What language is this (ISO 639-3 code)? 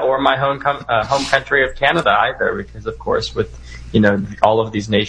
eng